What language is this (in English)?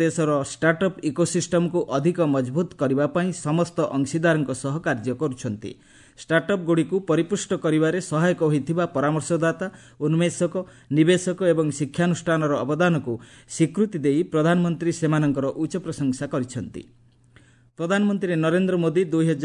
Odia